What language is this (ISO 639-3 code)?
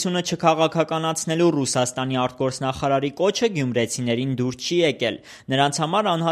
hye